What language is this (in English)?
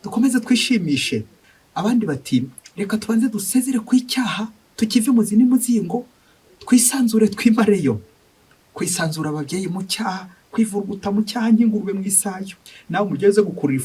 Kinyarwanda